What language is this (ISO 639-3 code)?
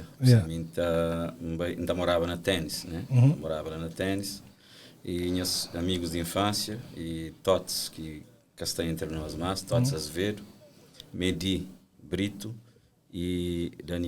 kea